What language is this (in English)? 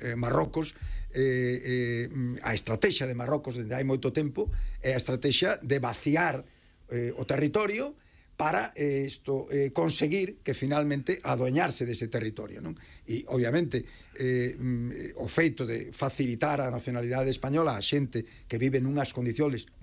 Galician